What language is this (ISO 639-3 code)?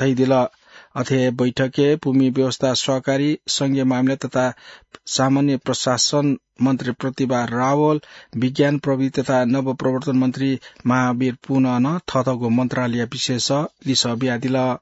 new